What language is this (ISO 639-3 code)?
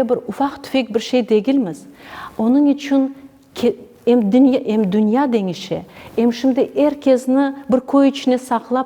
crh